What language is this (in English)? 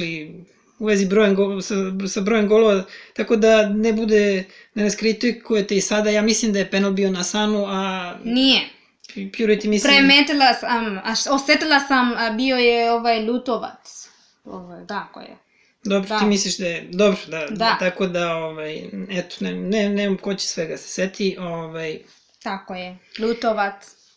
Serbian